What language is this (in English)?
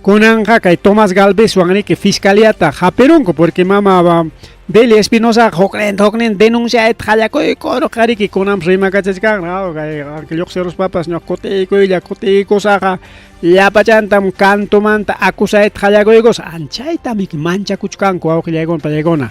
Ayacucho Quechua